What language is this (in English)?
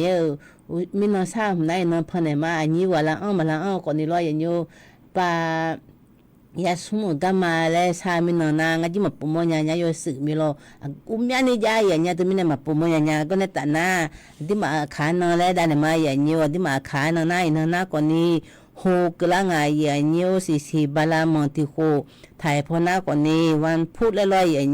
Akha